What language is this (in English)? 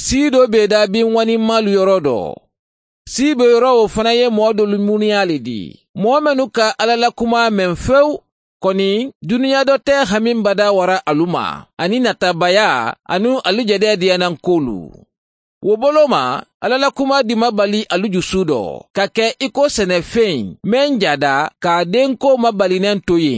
Mandingo